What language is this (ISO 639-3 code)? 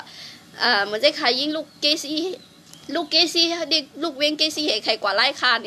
shn